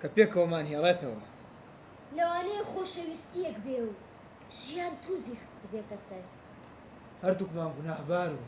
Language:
Central Kurdish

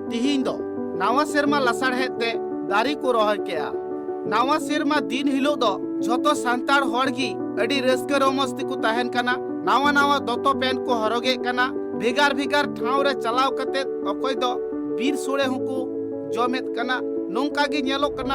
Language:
Santali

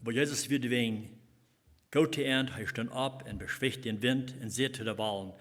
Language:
Plautdietsch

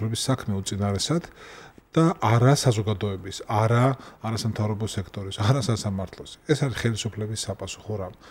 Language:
Georgian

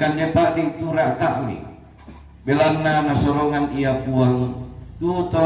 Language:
Toraja-Sa'dan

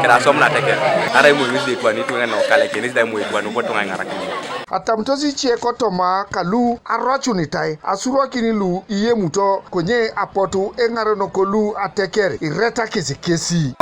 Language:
Teso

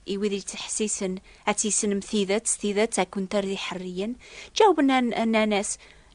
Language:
Kabyle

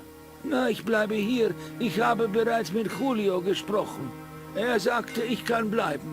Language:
Bavarian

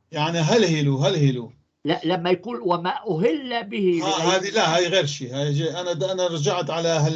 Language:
North Levantine Arabic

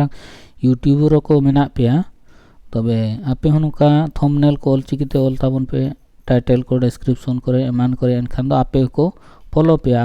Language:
Santali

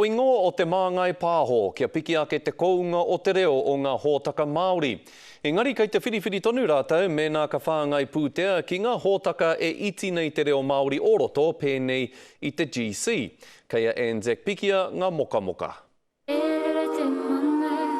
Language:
Māori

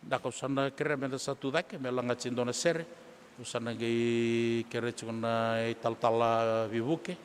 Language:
Fijian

